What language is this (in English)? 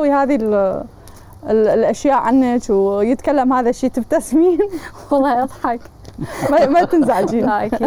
Mesopotamian Arabic